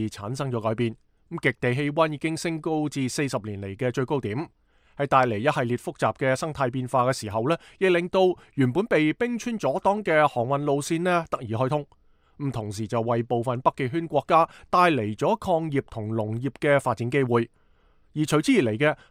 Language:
Cantonese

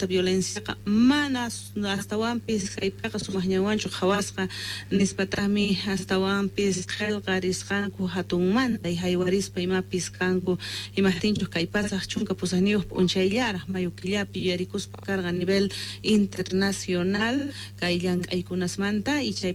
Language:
South Bolivian Quechua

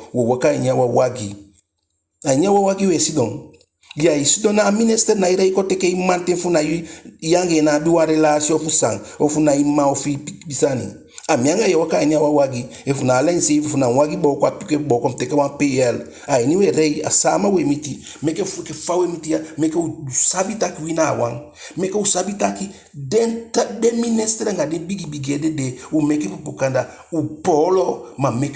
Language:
Eastern Maroon Creole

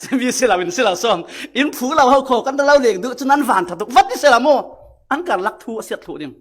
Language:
Falam Chin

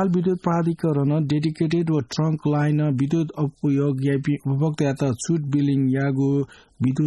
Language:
Newari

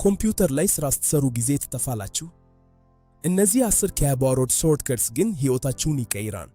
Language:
Amharic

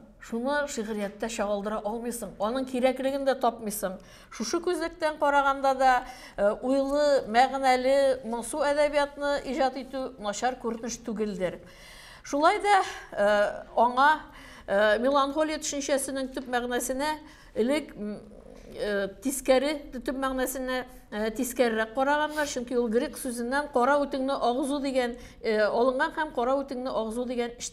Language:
Tatar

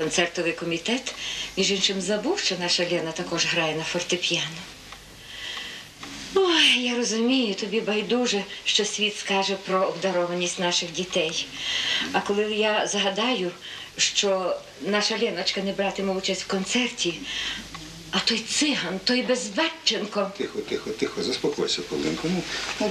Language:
Ukrainian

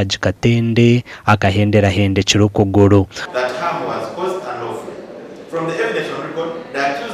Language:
Nyankole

